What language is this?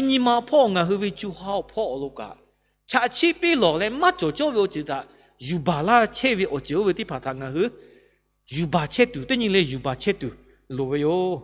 Lahu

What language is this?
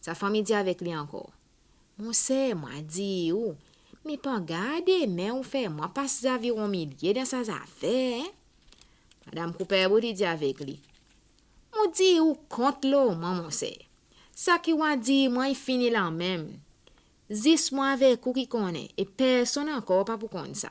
Seselwa Creole French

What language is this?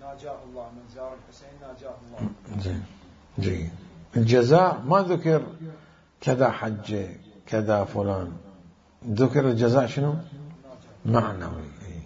Mesopotamian Arabic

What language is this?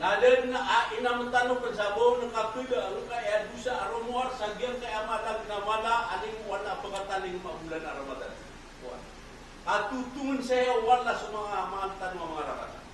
Maranao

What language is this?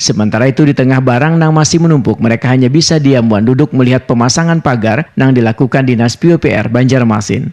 Banjar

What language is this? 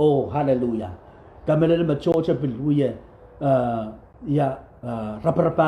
Pohnpeian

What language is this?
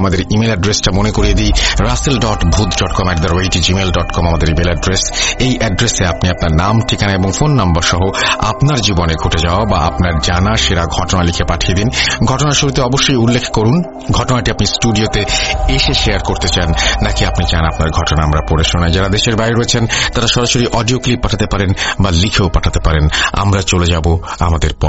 Bangla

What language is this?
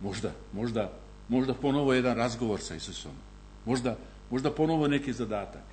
Serbian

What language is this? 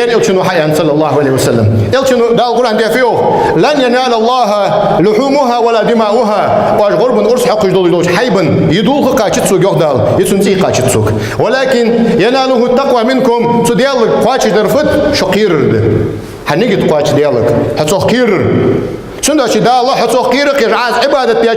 Ingush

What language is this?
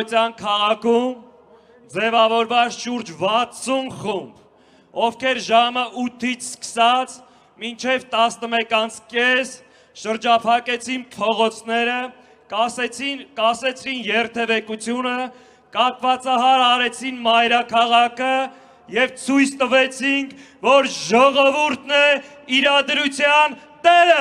Armenian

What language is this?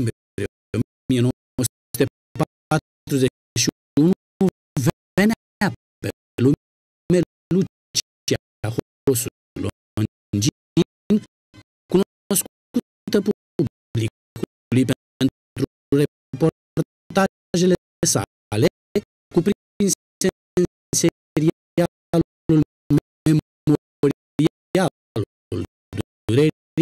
Romanian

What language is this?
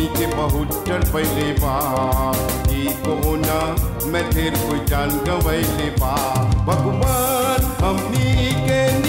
Bhojpuri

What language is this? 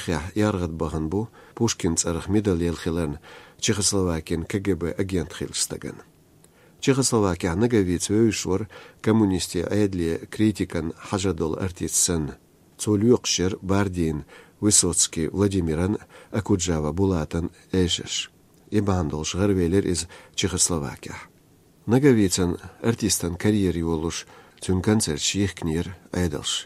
Latvian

